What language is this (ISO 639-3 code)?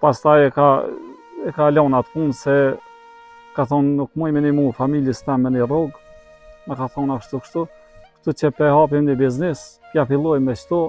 sqi